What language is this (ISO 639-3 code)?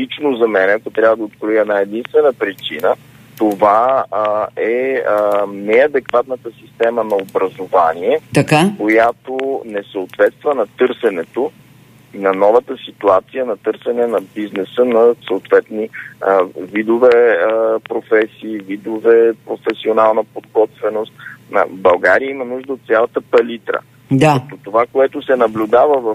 bul